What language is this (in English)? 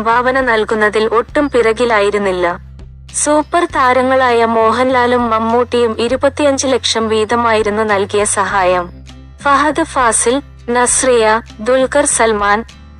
Malayalam